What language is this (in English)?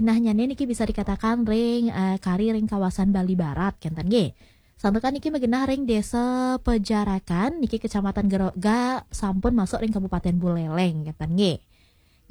Balinese